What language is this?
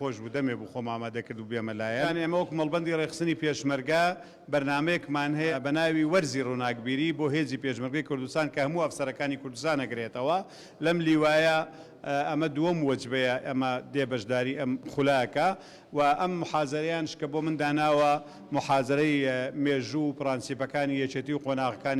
Central Kurdish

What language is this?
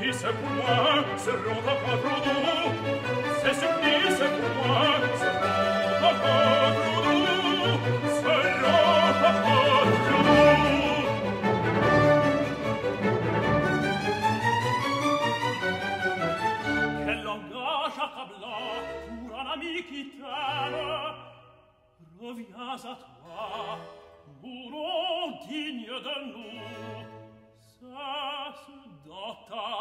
French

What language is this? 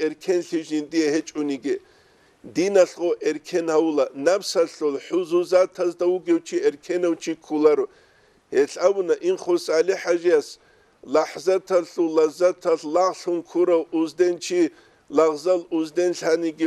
Avaric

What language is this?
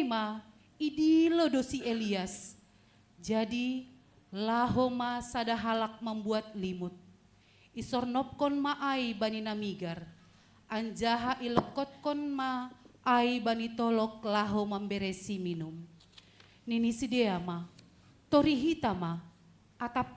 Batak Simalungun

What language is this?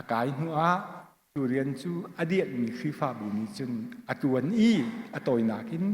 Hakha Chin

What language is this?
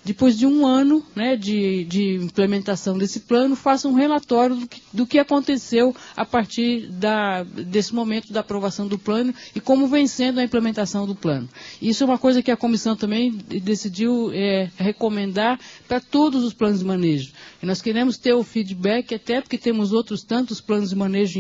Portuguese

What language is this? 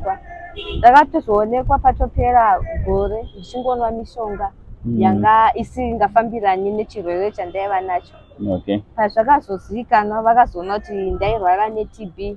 Shona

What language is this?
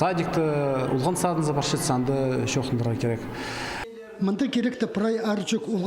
Khakas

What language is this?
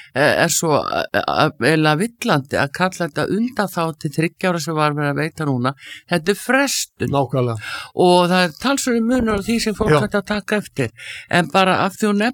Icelandic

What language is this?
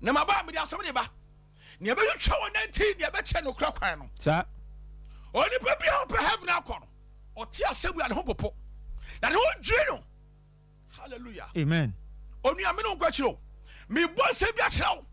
Akan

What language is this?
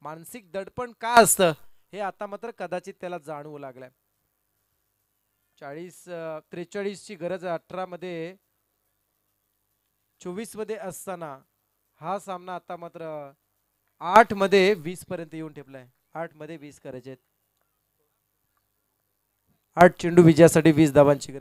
Marathi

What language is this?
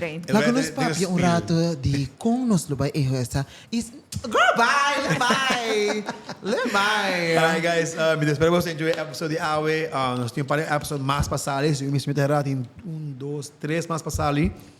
Papiamento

